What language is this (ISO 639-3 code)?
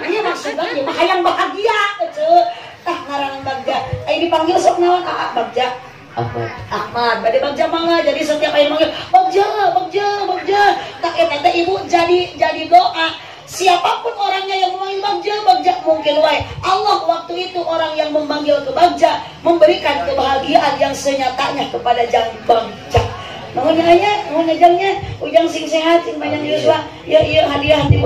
sun